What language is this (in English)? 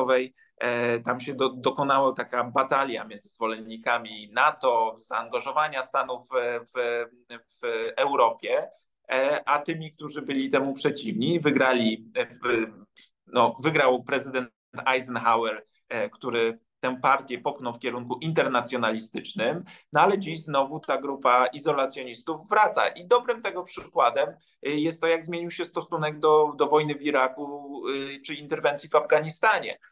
Polish